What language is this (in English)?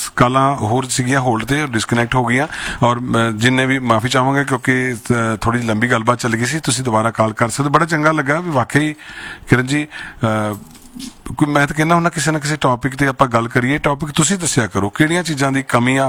Punjabi